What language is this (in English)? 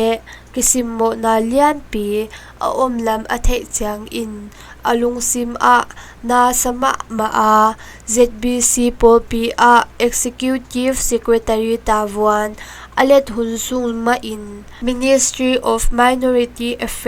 Tedim Chin